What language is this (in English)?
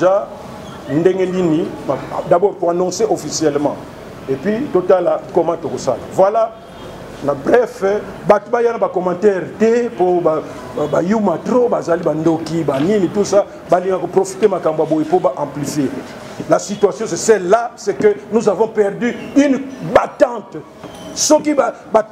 Lingala